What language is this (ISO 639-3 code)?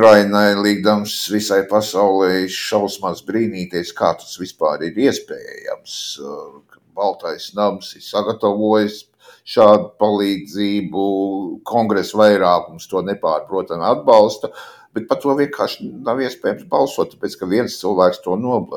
lav